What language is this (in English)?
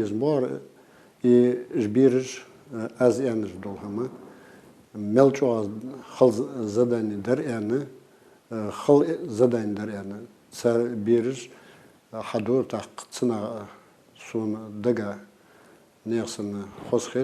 Ingush